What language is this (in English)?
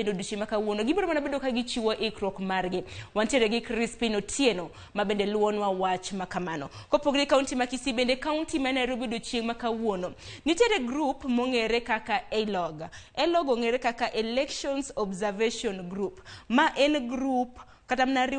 Luo (Kenya and Tanzania)